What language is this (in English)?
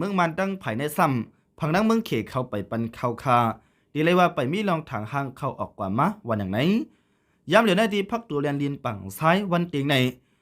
Shan